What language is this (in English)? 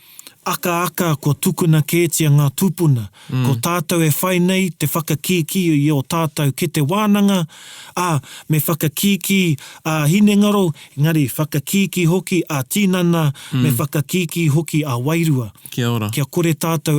Māori